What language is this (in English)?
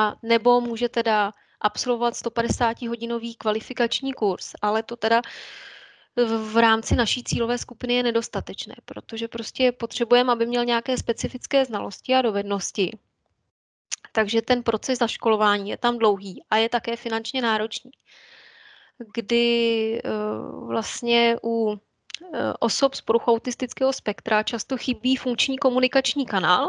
Czech